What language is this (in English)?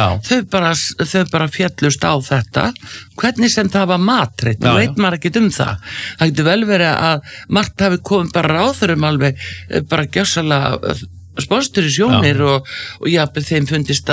Icelandic